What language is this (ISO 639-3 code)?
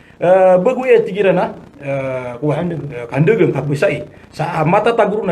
mrw